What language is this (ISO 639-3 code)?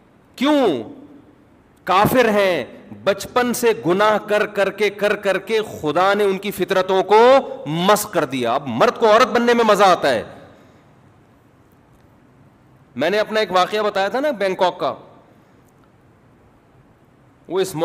urd